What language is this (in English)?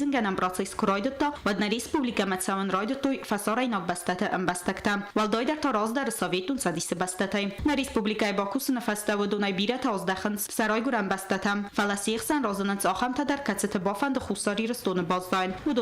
Ossetic